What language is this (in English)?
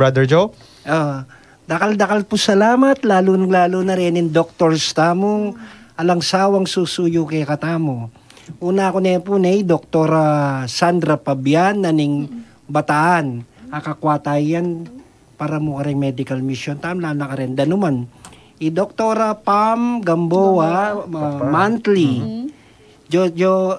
Pampanga